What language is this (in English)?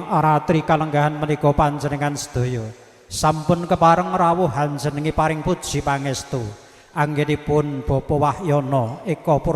Javanese